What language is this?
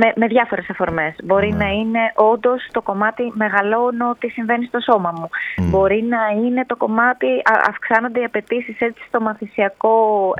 Greek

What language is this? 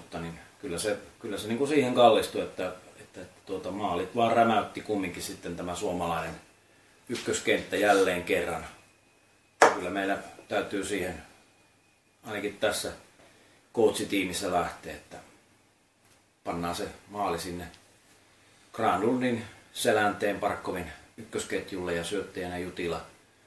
Finnish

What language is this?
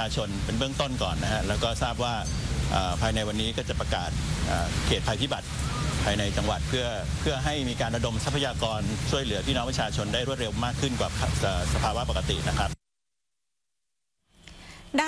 Thai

